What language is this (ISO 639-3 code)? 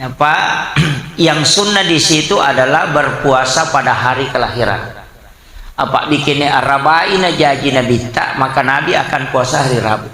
bug